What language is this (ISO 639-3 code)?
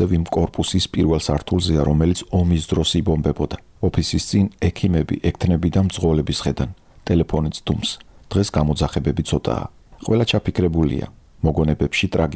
kat